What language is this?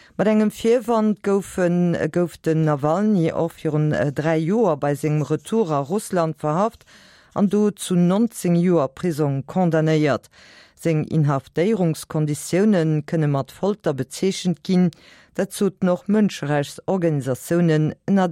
Luxembourgish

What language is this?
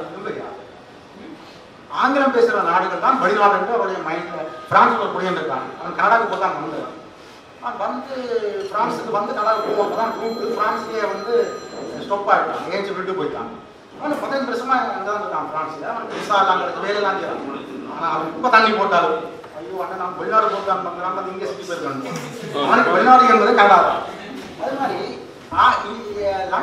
Tamil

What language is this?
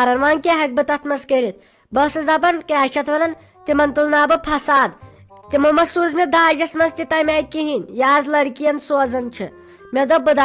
Kashmiri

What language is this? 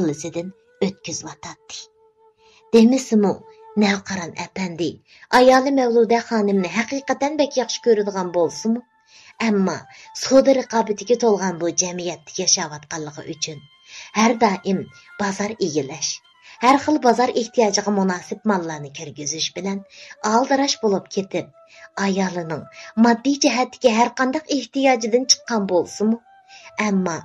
Uyghur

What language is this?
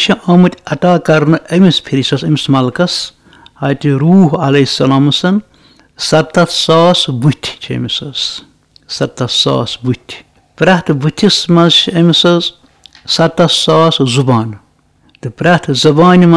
Kashmiri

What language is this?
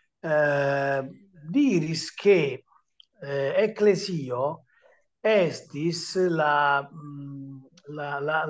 Esperanto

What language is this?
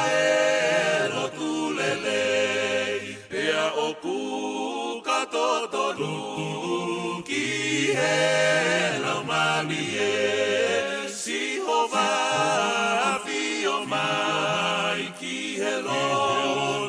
Tongan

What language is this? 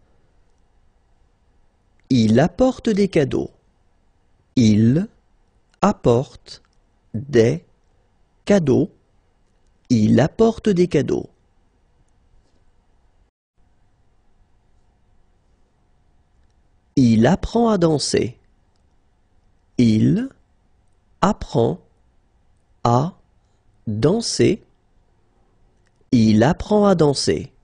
French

